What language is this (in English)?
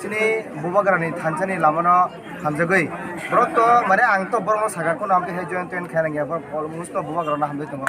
Kok Borok